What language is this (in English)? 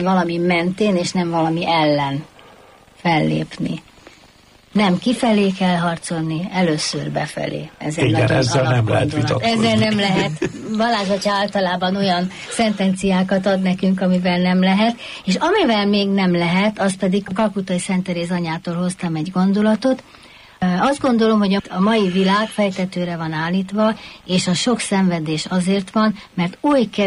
Hungarian